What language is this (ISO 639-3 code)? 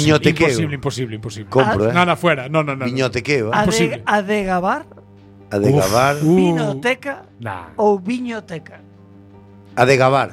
glg